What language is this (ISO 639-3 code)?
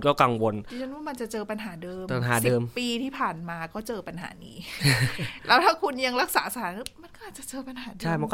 tha